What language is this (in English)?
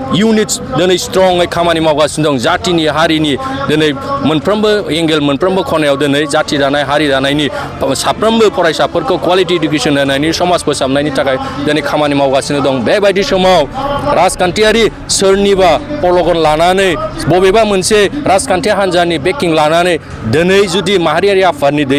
Bodo